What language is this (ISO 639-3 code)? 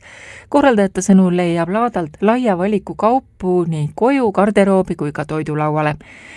est